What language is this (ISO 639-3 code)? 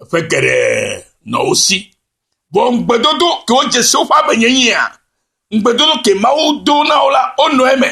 ewe